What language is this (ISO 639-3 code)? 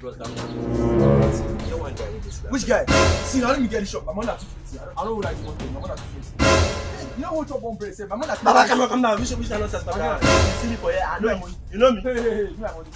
pcm